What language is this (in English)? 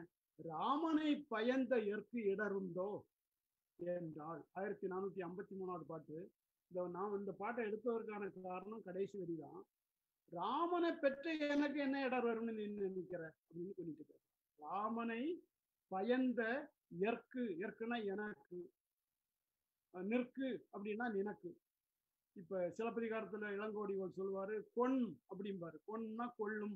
Tamil